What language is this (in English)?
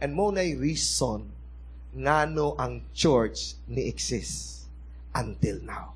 Cebuano